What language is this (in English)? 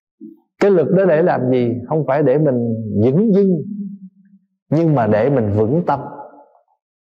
Vietnamese